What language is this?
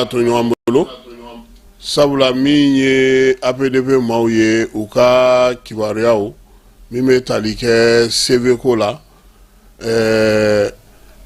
Bambara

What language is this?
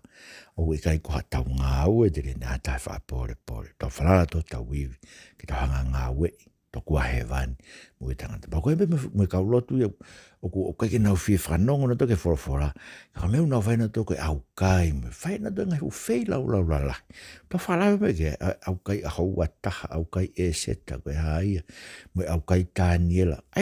Tongan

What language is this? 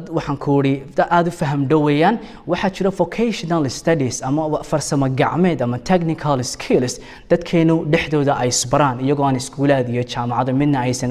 Somali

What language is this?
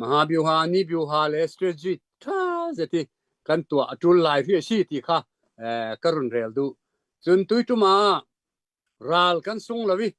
Hakha Chin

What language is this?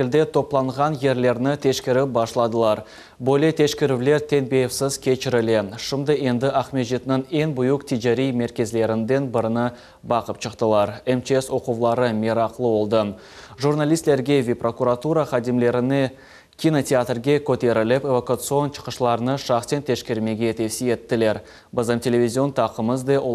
Crimean Tatar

